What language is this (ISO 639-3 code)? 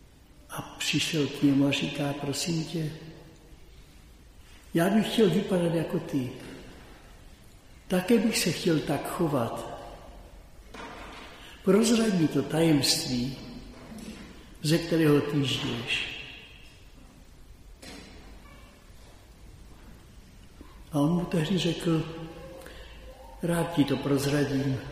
ces